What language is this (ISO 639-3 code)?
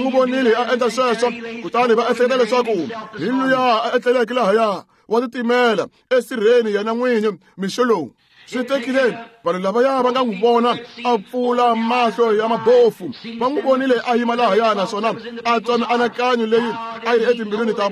tso